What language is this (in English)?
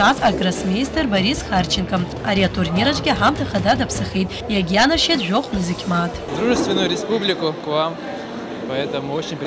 Abkhazian